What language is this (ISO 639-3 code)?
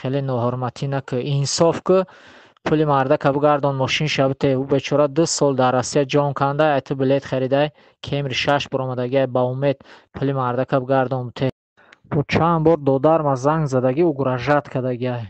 tgk